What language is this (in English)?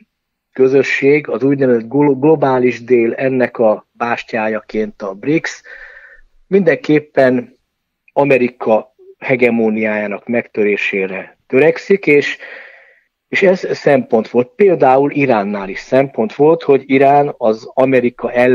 Hungarian